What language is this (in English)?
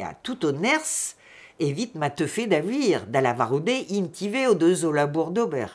Breton